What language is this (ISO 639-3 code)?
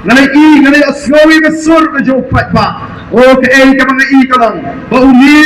kha